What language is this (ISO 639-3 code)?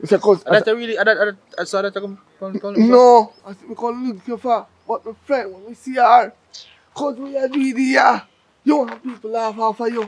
jam